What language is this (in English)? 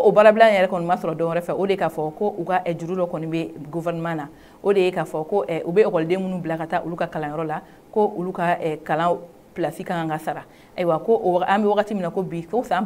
Bambara